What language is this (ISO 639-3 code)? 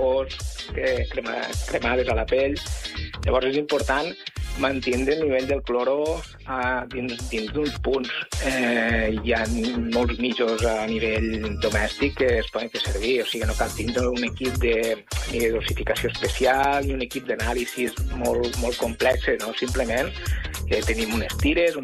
cat